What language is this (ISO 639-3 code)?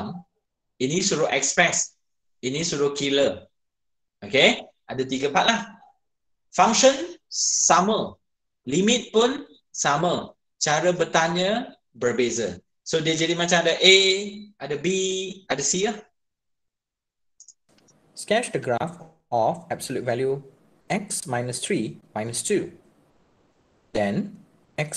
msa